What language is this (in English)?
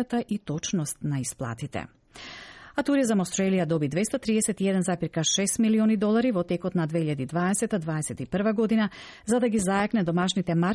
Macedonian